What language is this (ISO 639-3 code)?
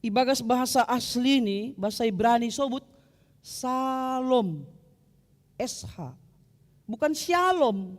bts